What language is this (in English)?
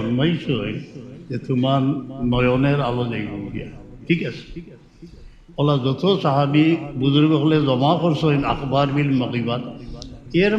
Sylheti